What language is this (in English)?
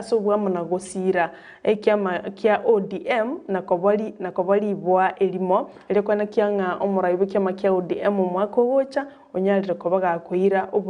Gusii